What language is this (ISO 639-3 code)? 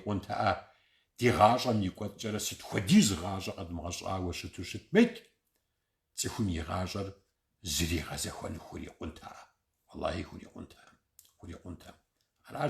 kbd